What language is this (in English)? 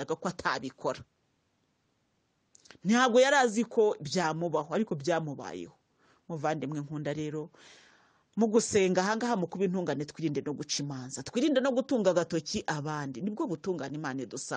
Kinyarwanda